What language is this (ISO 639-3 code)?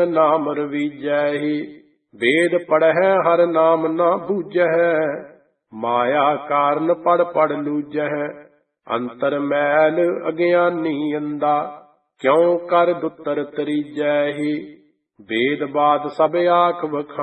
pan